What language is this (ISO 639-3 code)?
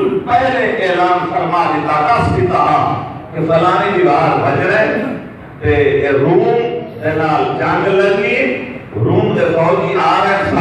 skr